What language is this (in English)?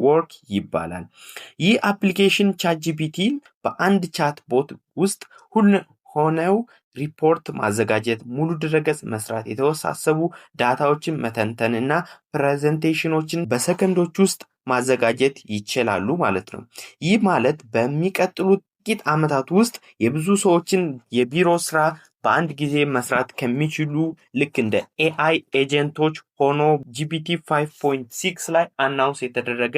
Amharic